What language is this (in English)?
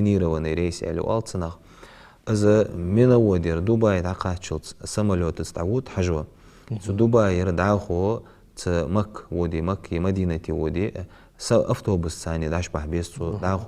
Ingush